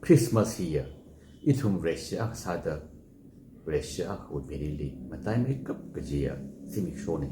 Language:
Tangkhul Naga (India)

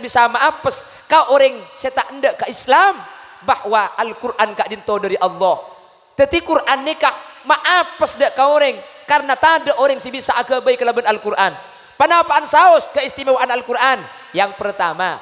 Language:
Madurese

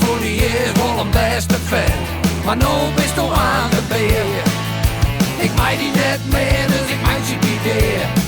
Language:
Western Frisian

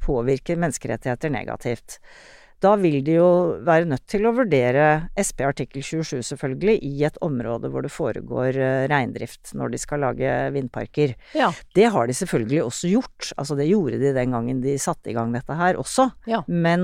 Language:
Norwegian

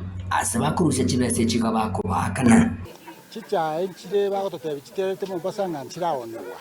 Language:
Gusii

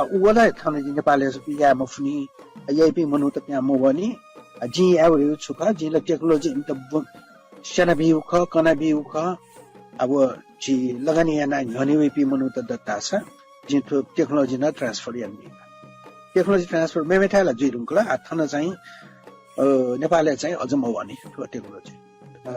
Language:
Newari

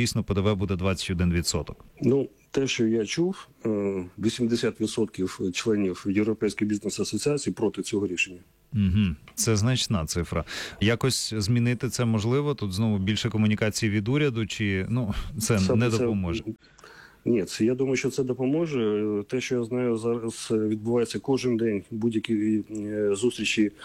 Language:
Ukrainian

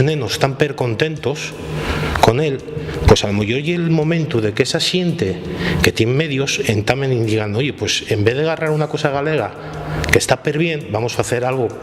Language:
Asturian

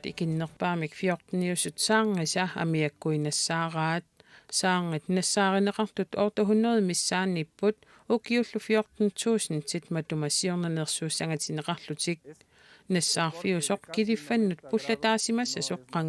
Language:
Kalaallisut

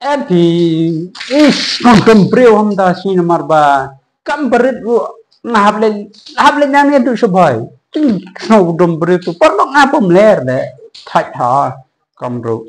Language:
Khasi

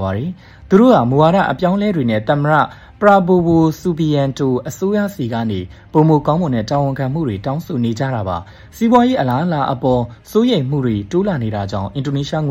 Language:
Burmese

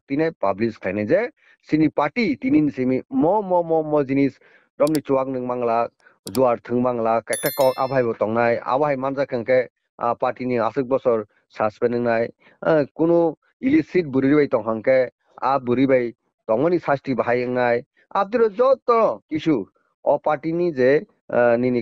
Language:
Kok Borok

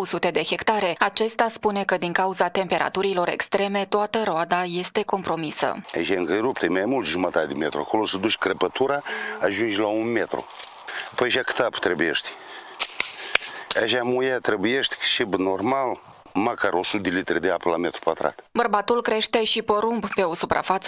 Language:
Romanian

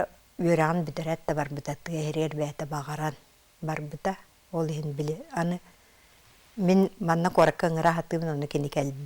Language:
Yakut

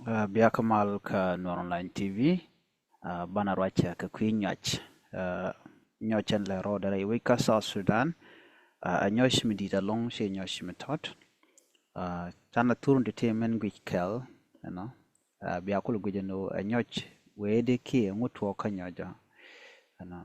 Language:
Nuer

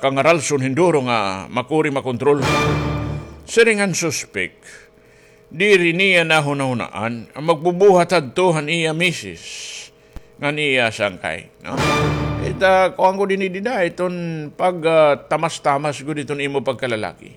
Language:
Waray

